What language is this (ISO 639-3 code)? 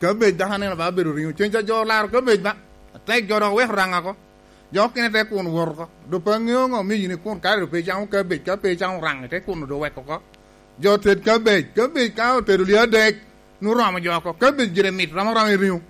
laj